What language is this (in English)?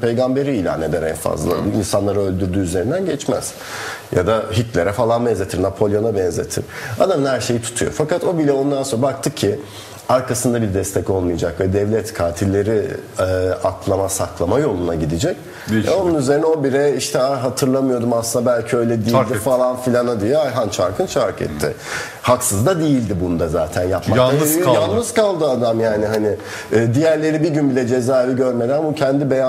Turkish